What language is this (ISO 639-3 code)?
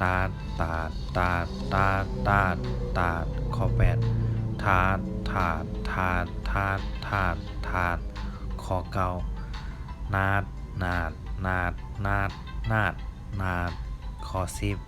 shn